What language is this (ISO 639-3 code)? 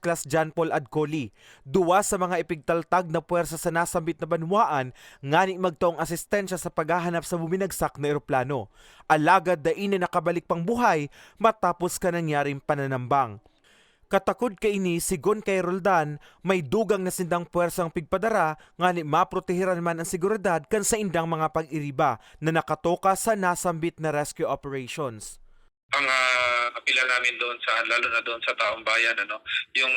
bik